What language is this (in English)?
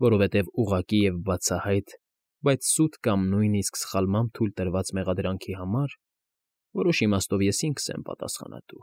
Armenian